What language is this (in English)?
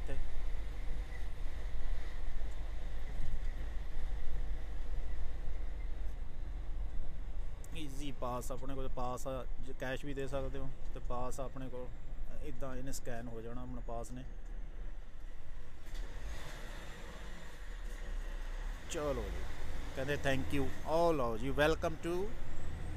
Punjabi